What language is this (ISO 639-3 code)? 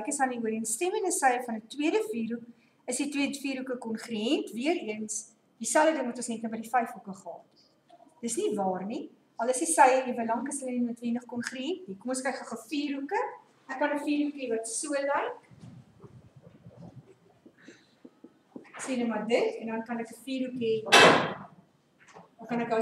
afr